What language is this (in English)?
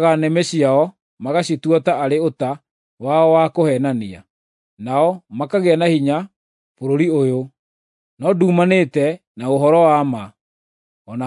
Kikuyu